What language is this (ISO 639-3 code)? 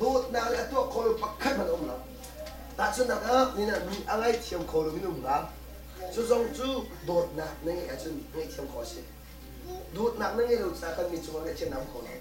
cnh